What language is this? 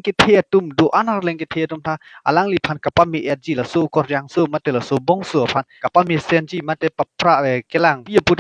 Karbi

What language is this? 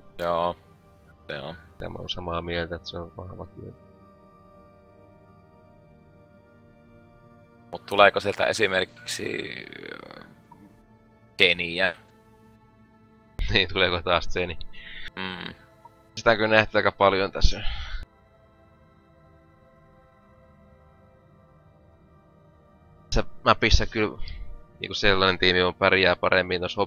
Finnish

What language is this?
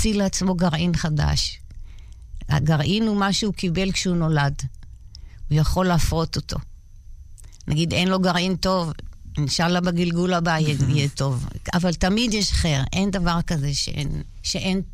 Hebrew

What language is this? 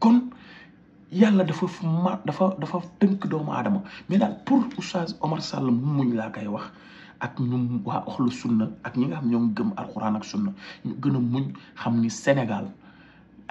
Wolof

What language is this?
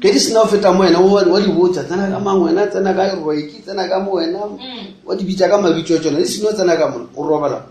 Northern Sotho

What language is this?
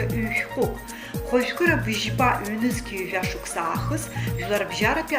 Abkhazian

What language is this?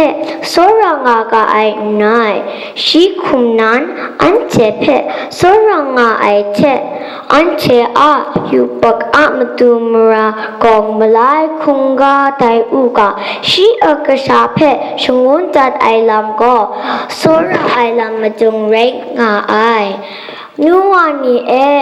Kachin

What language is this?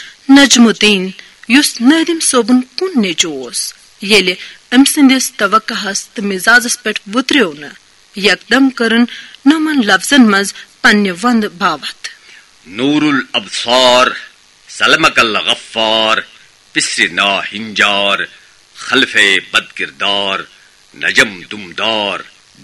Kashmiri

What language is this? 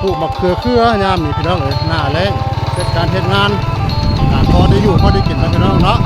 Northeastern Thai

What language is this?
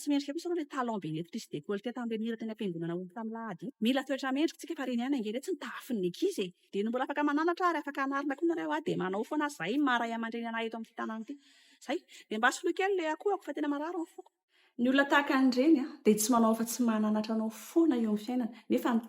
Malagasy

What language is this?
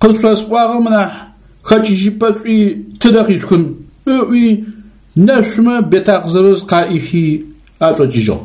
Adyghe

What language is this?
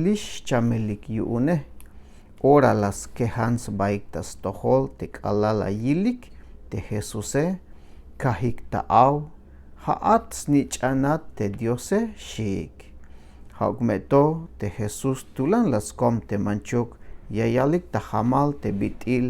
Tzeltal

